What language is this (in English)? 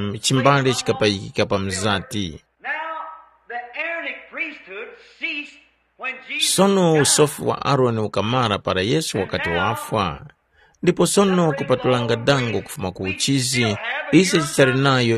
Tumbuka